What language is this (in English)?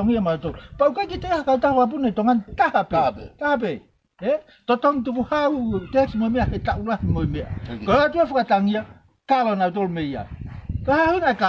Tongan